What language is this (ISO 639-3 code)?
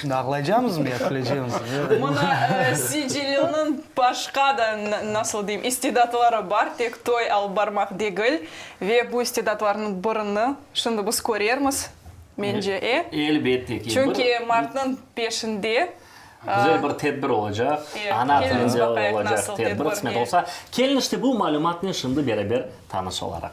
crh